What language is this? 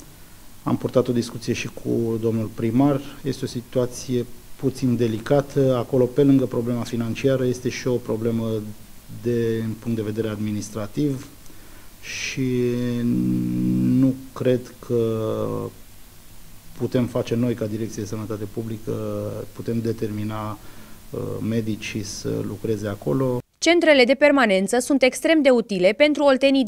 Romanian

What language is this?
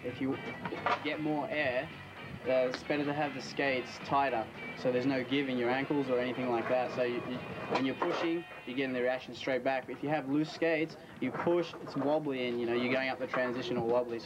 English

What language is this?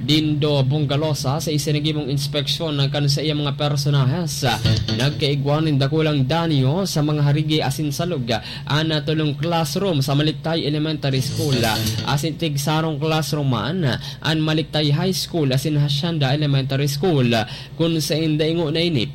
Bikol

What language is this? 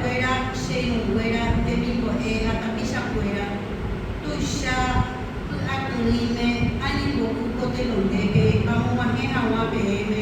Guarani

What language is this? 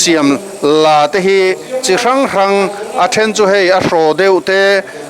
Mizo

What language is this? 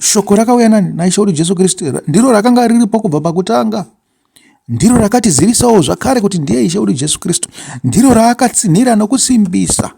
Shona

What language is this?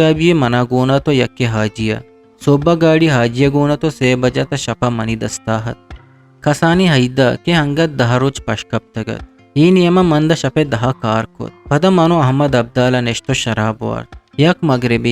Eastern Balochi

